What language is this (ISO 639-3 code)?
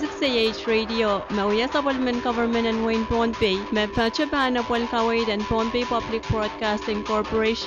pon